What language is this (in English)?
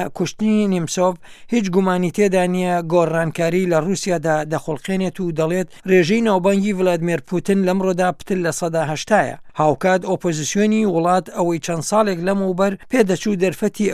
Central Kurdish